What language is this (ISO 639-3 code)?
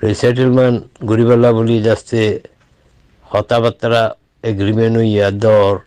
rhg